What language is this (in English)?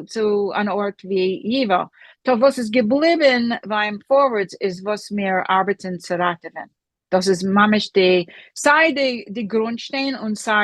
Yiddish